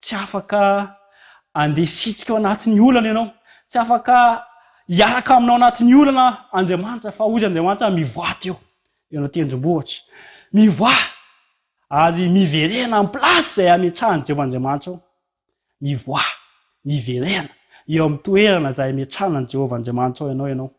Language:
Malagasy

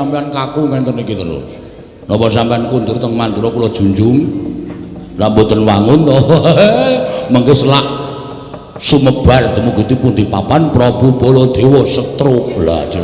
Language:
Javanese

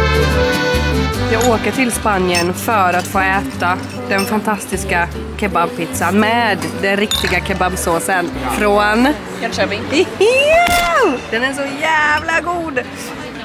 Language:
Swedish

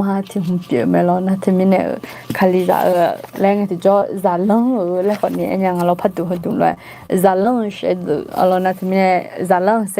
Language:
Akha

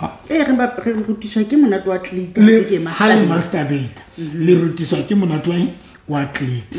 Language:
Southern Sotho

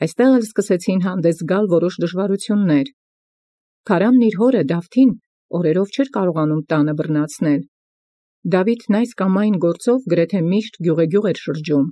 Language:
Armenian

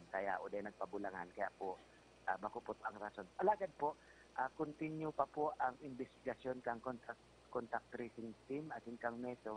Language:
Bikol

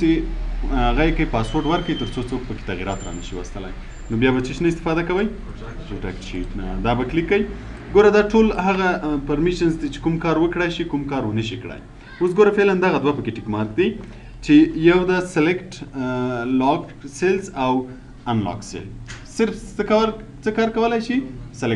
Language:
Pashto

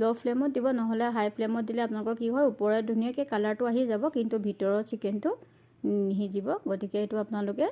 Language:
Assamese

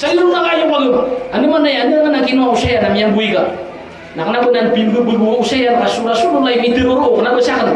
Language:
Maranao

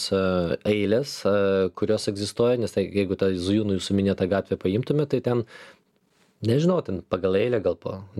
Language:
Lithuanian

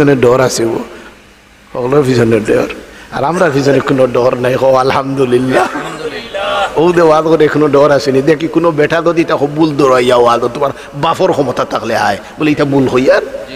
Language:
Sylheti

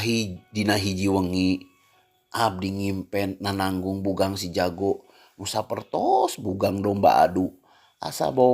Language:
Sundanese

